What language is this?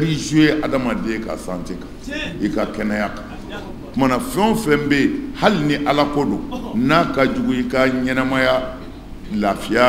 Bambara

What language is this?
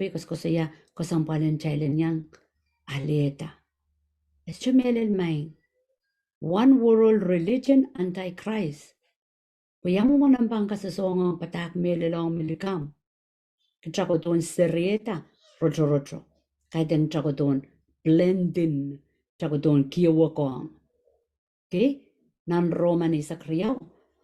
Pohnpeian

